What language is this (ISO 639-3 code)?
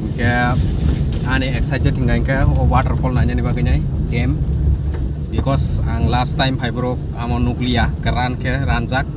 trp